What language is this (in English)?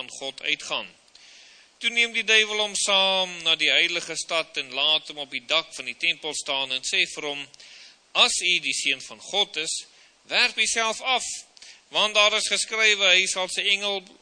Afrikaans